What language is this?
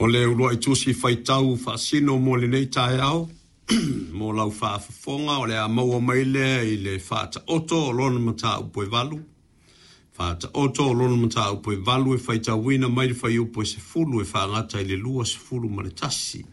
Samoan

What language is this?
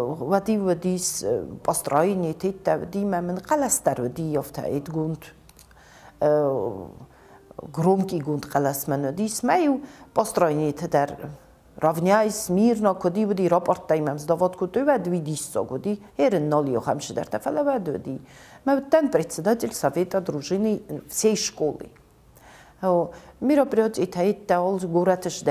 Ossetic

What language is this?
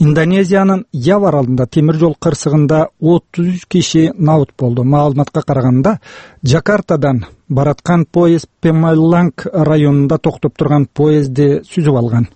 Kyrgyz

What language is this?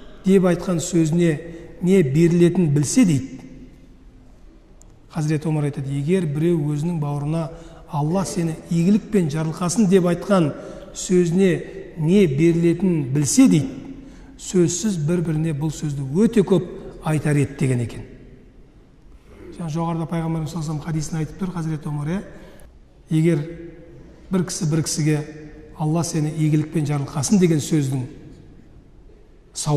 Kazakh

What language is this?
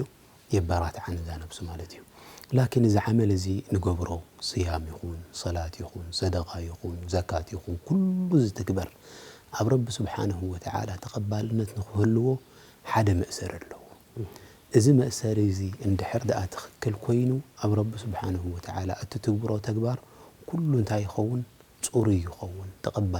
Tigrinya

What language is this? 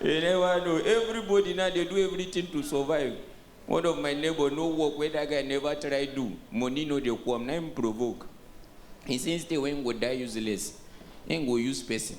Nigerian Pidgin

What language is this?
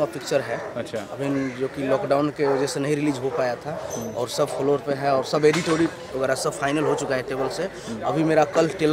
Hindi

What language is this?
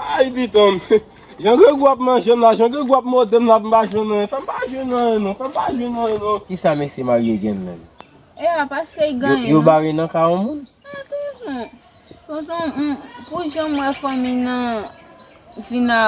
Haitian Creole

